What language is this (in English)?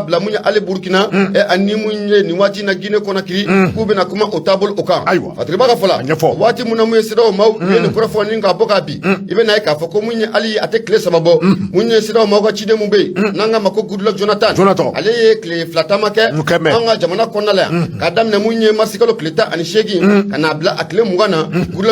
Bambara